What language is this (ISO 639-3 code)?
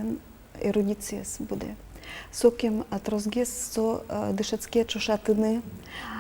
udm